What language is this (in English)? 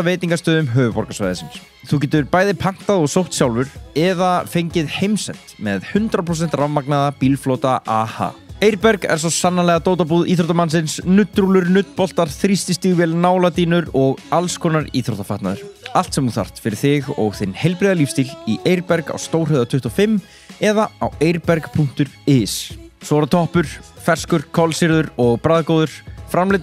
Icelandic